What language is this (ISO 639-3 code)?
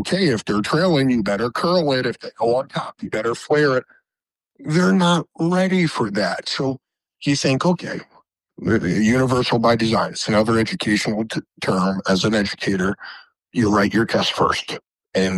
eng